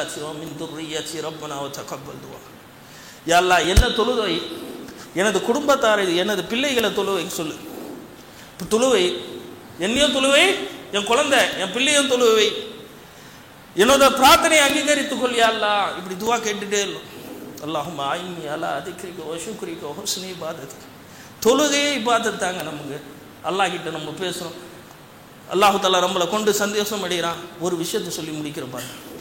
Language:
Tamil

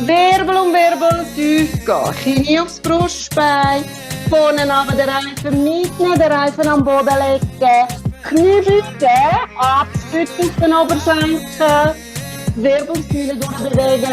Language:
Swiss German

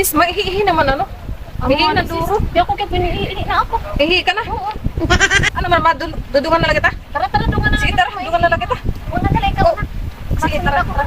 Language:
Waray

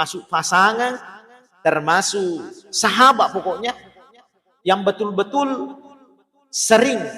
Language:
Buginese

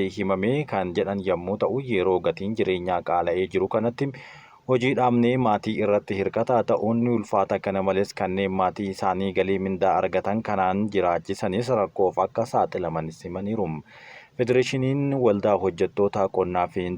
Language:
Oromo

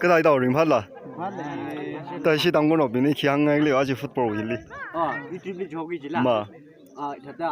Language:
Tangkhul Naga (India)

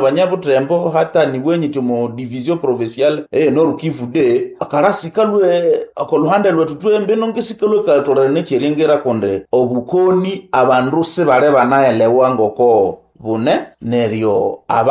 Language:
Nande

